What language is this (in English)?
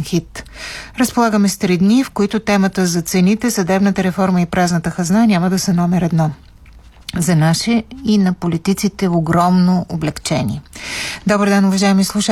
Bulgarian